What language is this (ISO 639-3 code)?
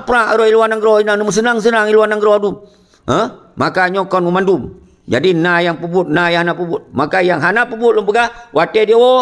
ace